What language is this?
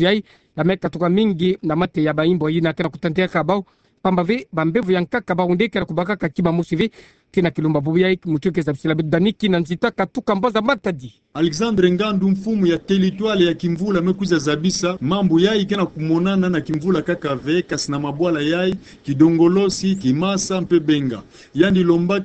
Kituba (Democratic Republic of Congo)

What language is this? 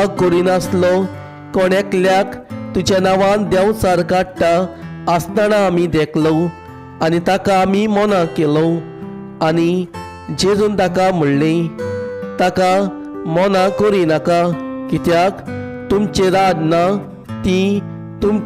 Konkani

